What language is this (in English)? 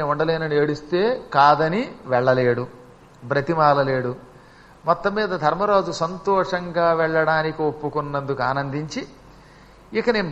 Telugu